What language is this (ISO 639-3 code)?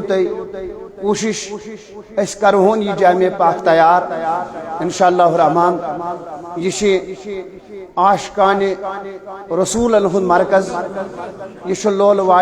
kas